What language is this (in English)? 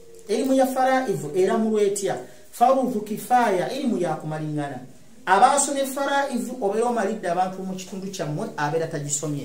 Ganda